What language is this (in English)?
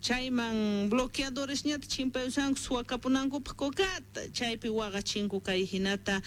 Quechua